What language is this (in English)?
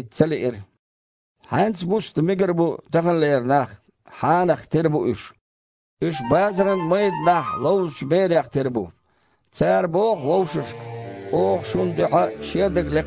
Chechen